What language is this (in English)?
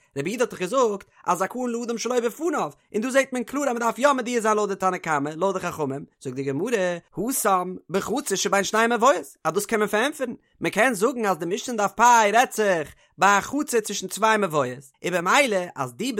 Yiddish